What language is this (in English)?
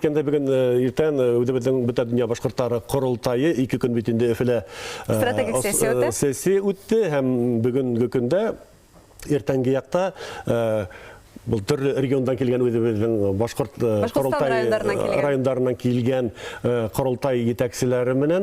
Bashkir